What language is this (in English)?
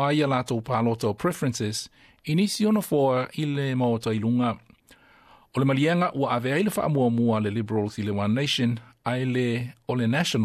Samoan